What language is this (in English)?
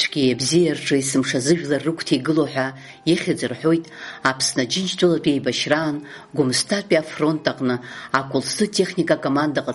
Abkhazian